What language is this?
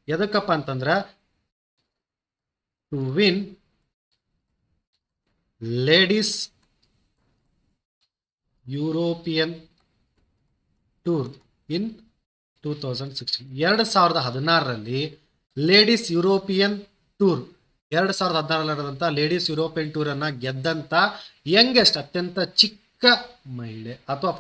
Kannada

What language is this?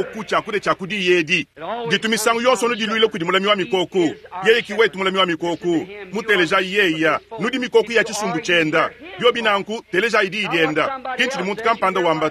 Luba-Lulua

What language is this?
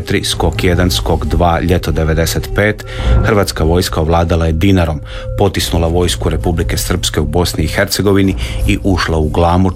Croatian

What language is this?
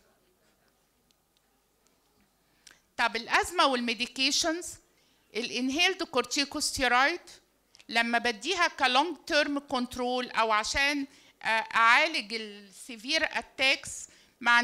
Egyptian Arabic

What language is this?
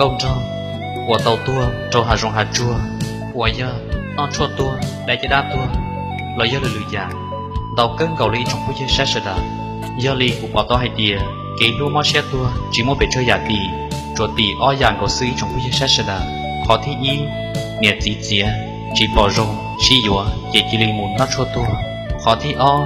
Hmong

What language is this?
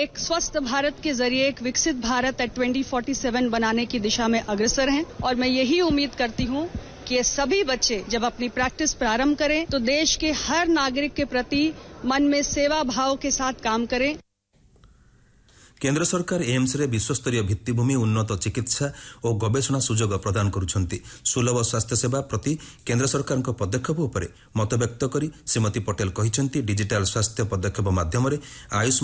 Odia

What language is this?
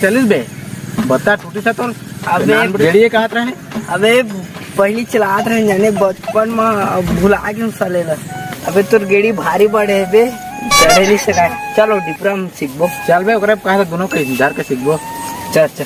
Chhattisgarhi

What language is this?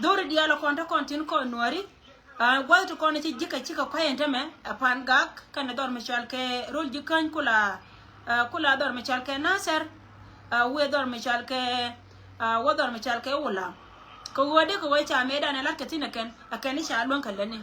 Nuer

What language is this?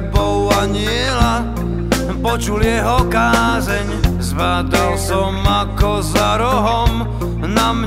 Slovak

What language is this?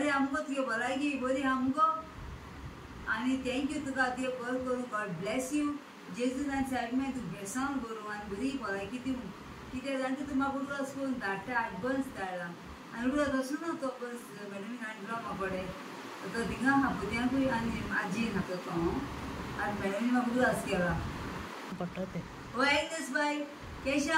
Konkani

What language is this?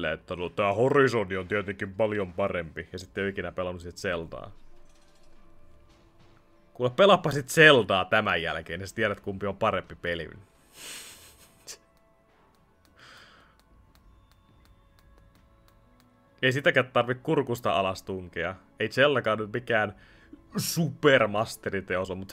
Finnish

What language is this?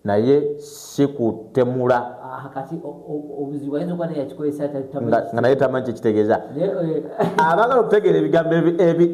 Ganda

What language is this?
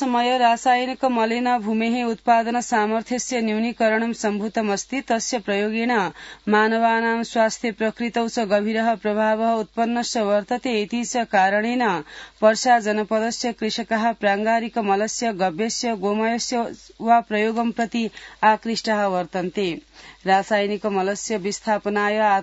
Sanskrit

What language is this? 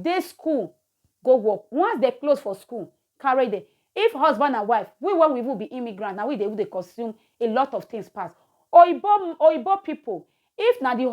Nigerian Pidgin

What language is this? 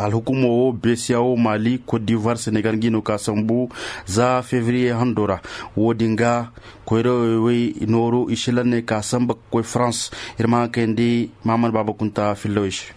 Koyraboro Senni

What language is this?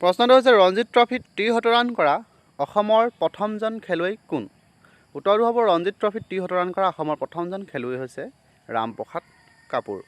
Assamese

